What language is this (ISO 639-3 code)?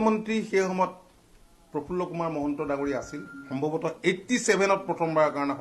asm